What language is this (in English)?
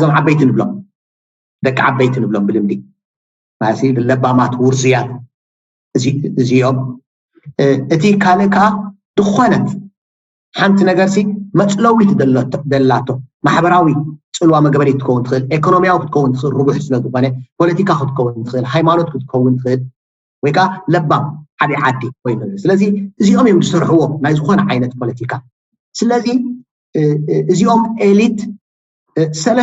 Tigrinya